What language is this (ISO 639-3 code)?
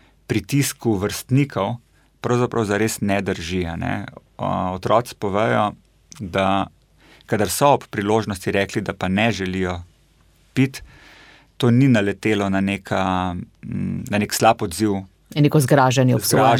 slv